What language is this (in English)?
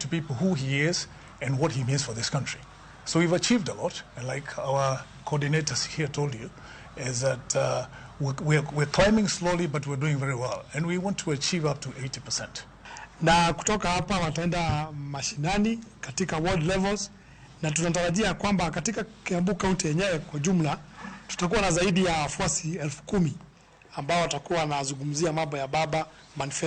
Luo (Kenya and Tanzania)